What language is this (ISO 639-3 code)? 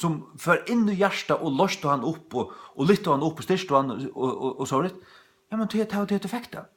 fao